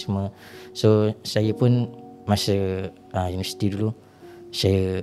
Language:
Malay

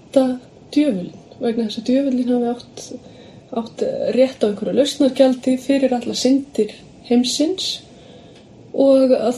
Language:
Icelandic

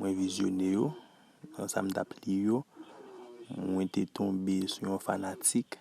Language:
Haitian Creole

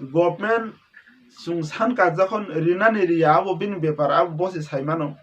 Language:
Kok Borok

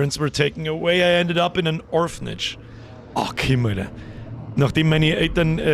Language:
Bavarian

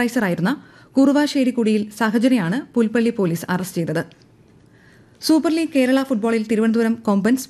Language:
Malayalam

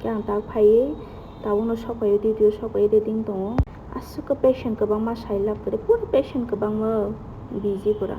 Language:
Kok Borok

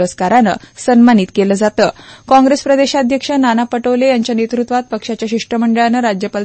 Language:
Marathi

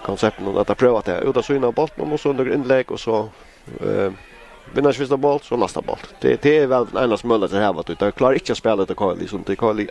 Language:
Faroese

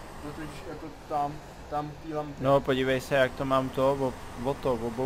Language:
Czech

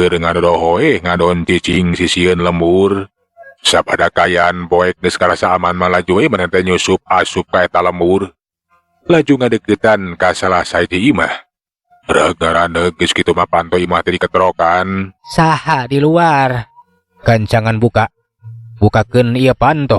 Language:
Sundanese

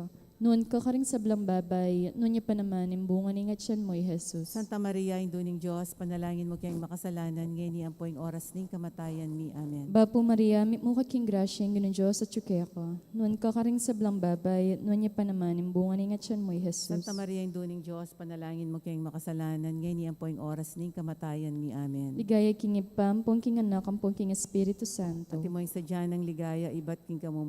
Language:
Pampanga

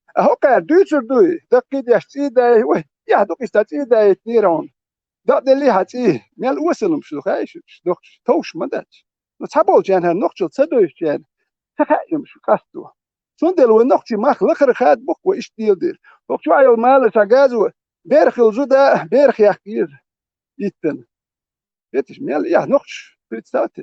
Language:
Chechen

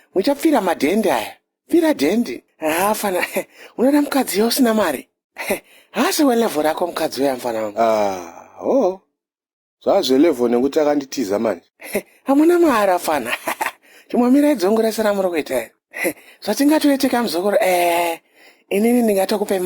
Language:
Shona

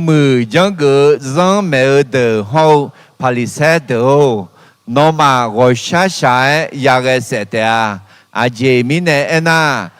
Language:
Akha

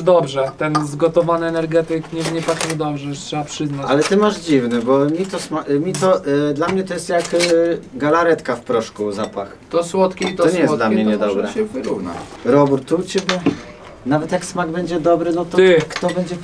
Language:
Polish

